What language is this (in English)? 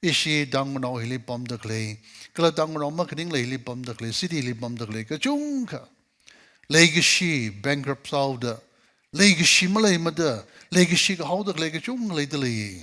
Tangkhul Naga (India)